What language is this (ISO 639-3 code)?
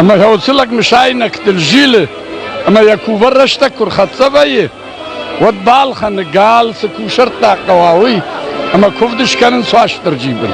oss